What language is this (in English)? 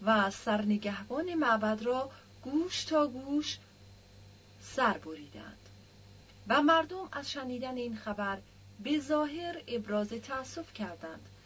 Persian